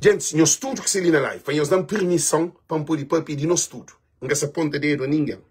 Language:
Kabuverdianu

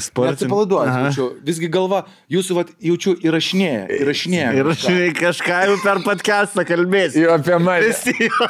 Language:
Lithuanian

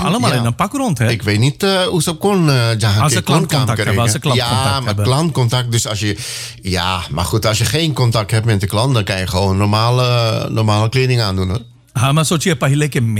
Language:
Dutch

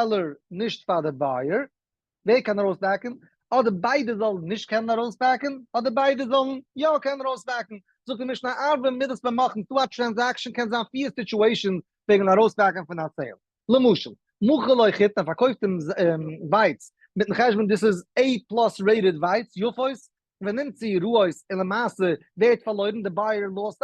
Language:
Yiddish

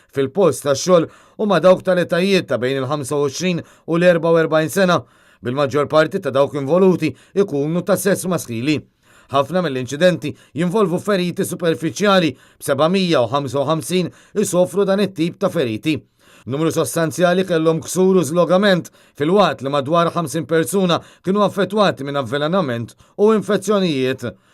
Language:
Maltese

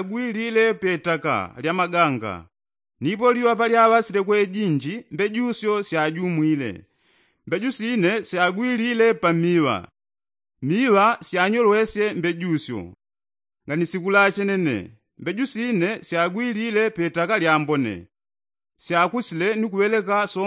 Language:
Yao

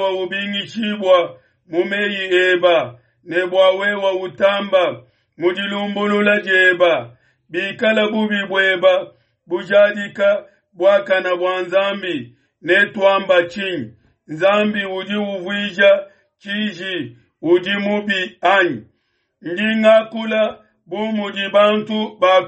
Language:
Luba-Lulua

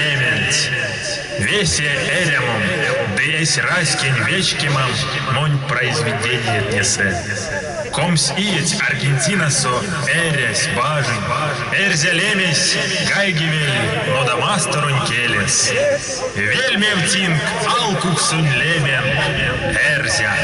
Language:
Erzya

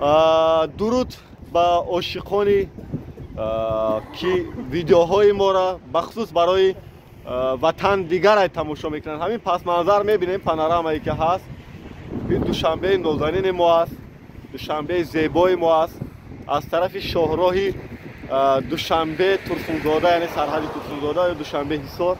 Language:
Tajik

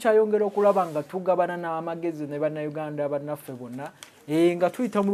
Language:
Ganda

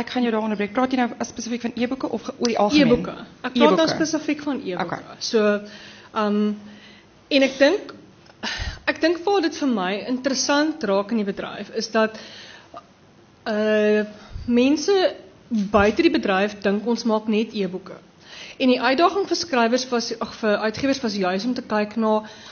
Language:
Afrikaans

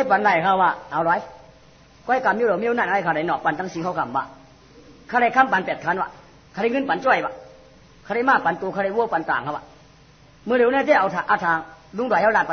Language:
Shan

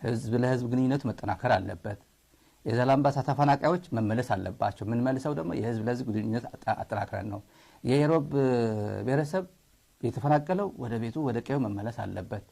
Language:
Amharic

